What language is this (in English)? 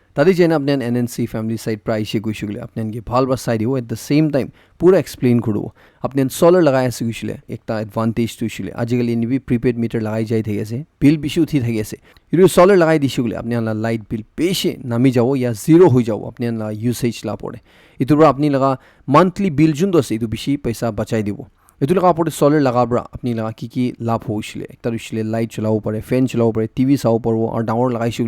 Naga Pidgin